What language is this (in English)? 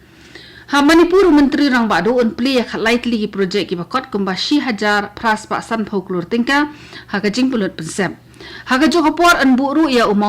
Khasi